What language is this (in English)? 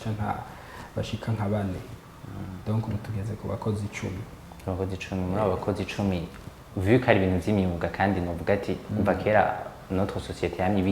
Rundi